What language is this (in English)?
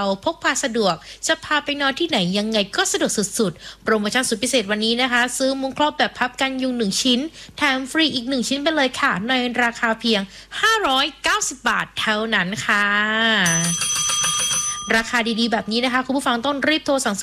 Thai